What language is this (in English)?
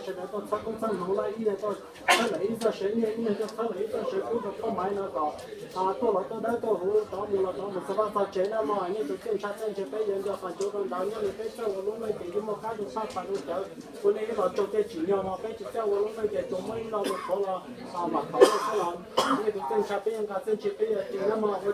Hmong